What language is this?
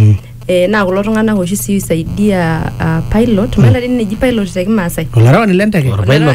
Masai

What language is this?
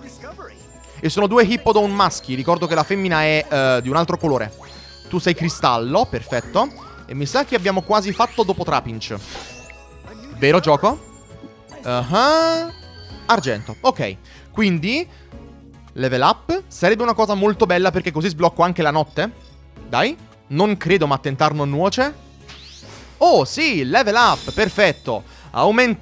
Italian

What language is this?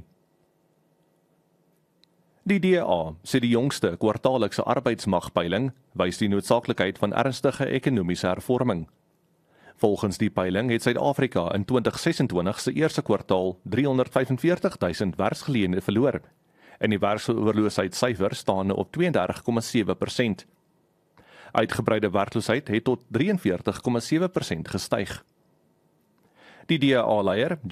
Afrikaans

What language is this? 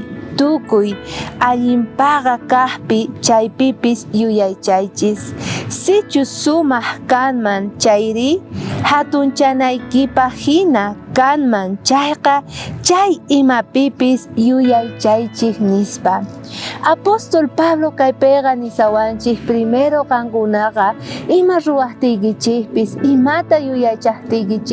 South Bolivian Quechua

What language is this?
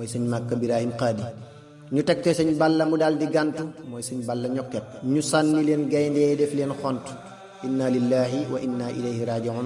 Wolof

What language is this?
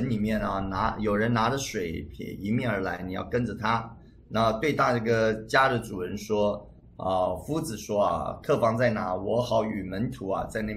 Chinese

